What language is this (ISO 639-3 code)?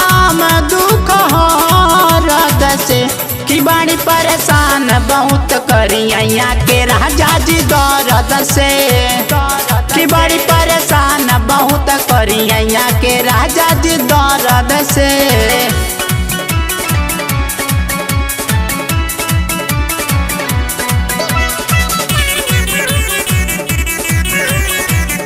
bho